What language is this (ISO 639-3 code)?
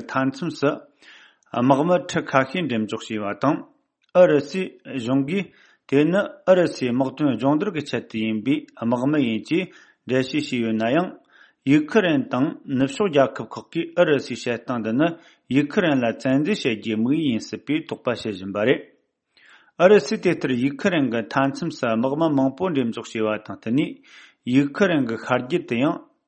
bod